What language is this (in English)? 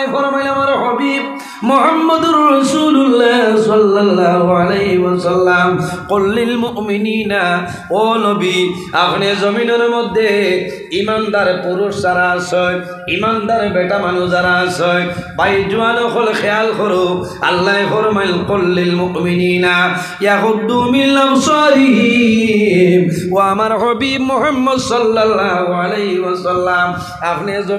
Sylheti